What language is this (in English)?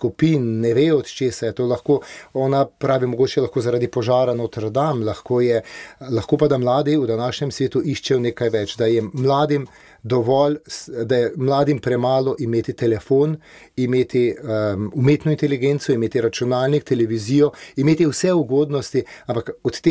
Slovenian